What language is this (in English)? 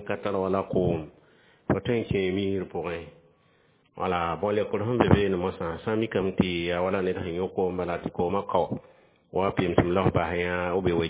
Mossi